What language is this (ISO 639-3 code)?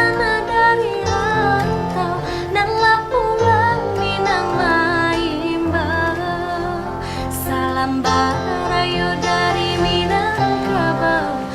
min